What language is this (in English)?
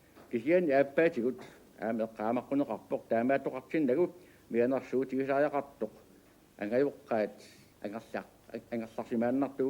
Kalaallisut